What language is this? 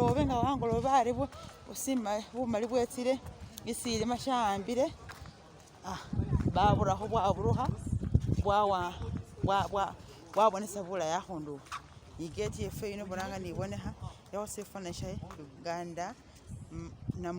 Masaaba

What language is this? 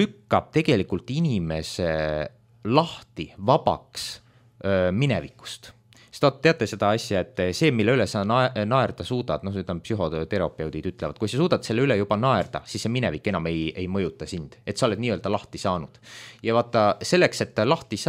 Estonian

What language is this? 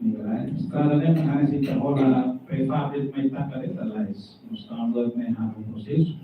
Tetum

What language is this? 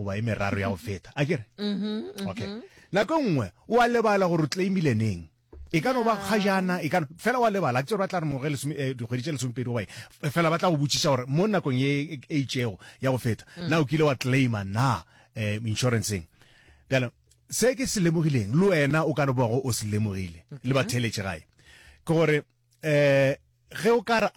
Northern Sotho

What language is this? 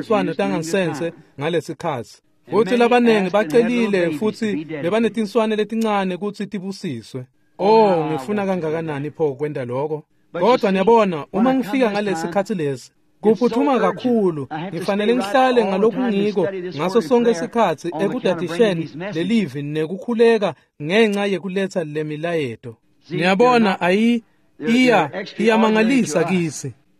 Swati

